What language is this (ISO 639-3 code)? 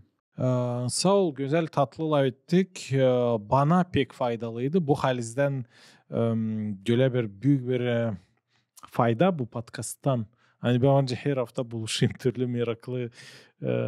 gag